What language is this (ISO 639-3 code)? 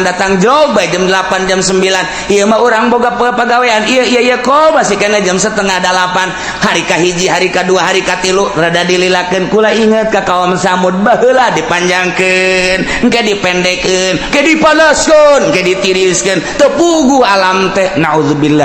sun